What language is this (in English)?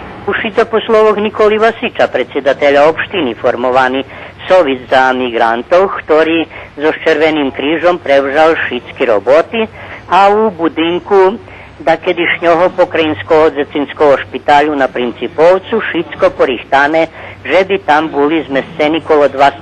Rusyn